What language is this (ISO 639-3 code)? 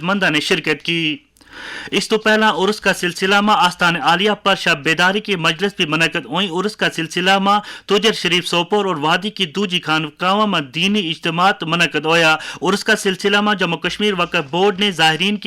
gju